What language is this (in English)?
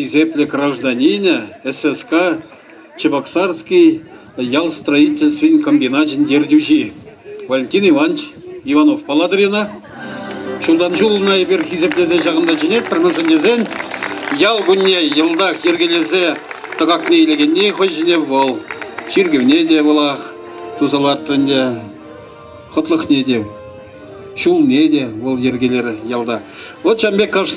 Chuvash